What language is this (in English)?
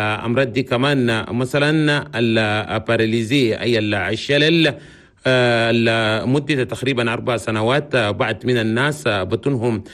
Chadian Arabic